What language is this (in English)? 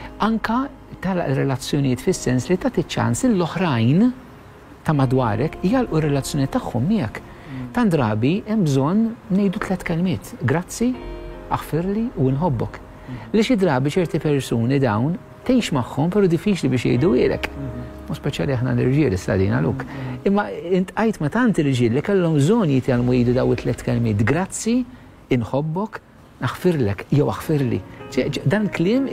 Maltese